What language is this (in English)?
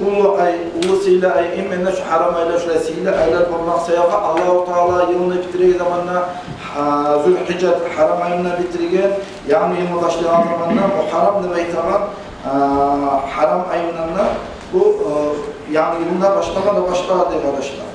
Kumyk